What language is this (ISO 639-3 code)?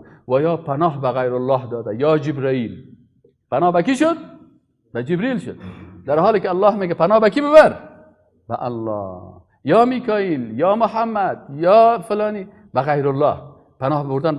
fas